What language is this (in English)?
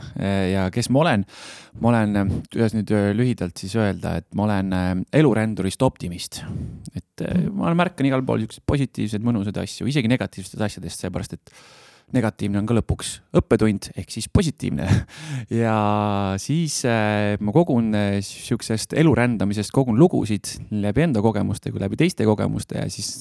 Estonian